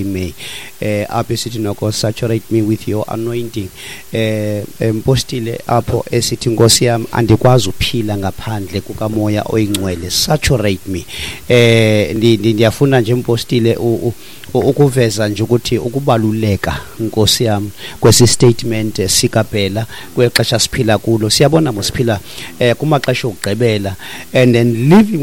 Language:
Xhosa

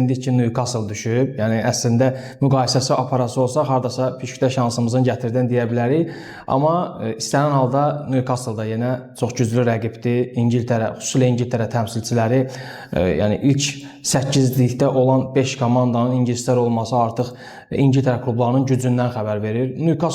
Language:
Azerbaijani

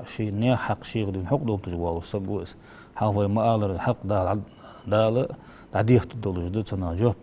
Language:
Ingush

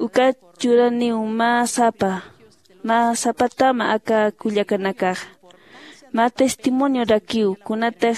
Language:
Aymara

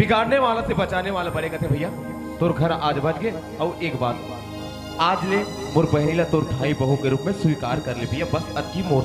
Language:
Chhattisgarhi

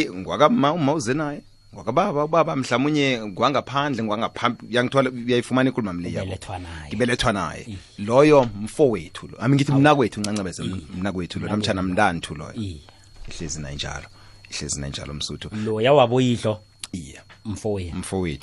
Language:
South Ndebele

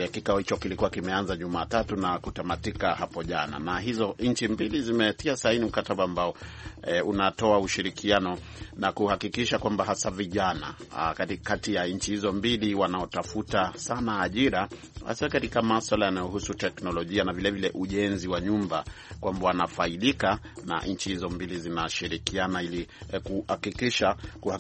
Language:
Swahili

